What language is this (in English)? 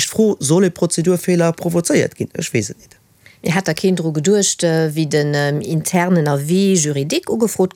Luxembourgish